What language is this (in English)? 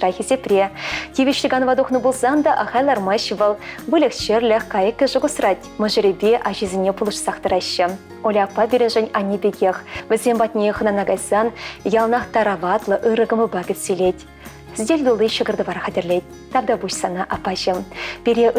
Chuvash